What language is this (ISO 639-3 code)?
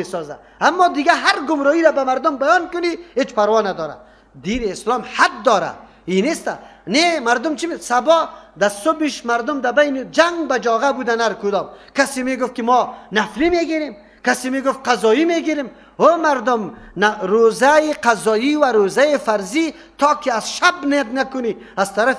fas